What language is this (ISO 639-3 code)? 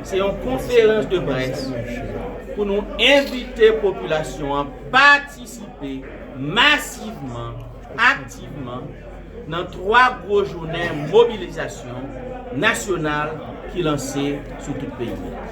hat